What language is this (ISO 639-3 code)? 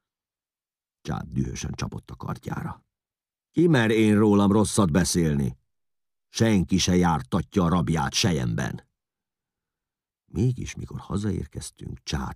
hun